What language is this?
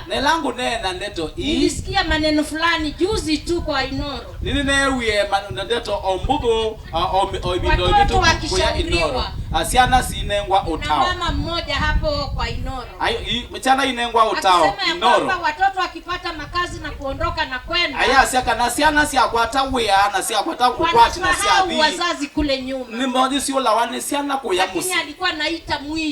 Kamba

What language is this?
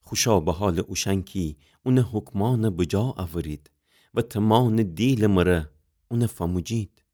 Gilaki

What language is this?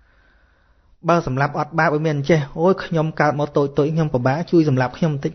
Khmer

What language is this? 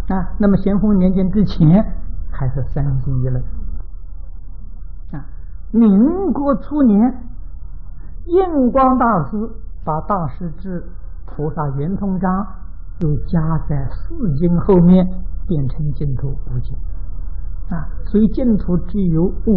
Chinese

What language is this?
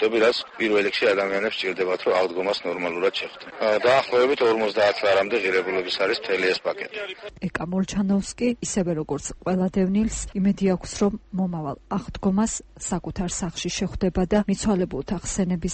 Georgian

